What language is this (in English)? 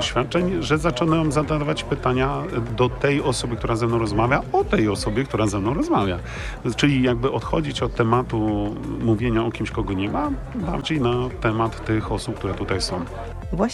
Polish